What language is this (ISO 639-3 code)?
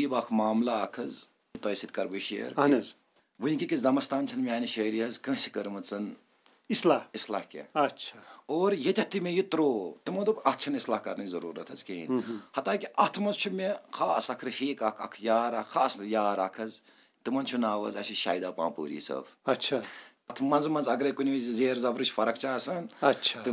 kas